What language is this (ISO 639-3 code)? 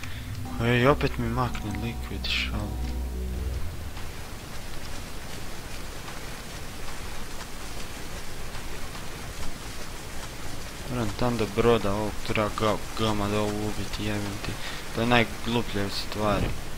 hrv